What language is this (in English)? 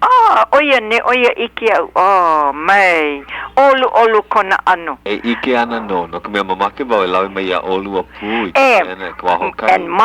Hawaiian